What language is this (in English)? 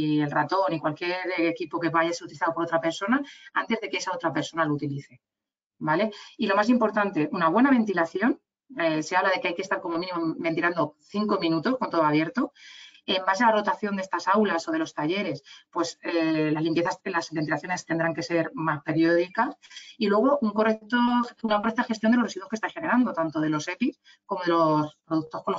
Spanish